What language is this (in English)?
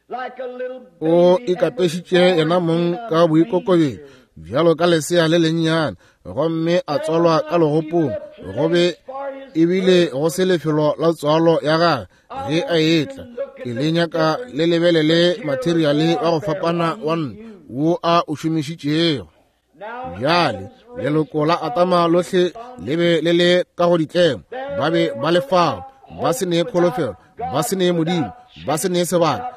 Northern Sotho